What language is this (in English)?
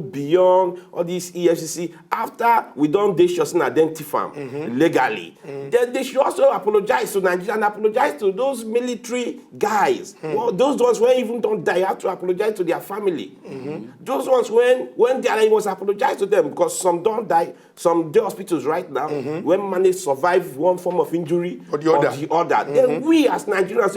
Nigerian Pidgin